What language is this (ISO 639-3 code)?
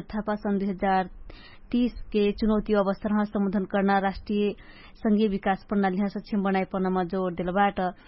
thl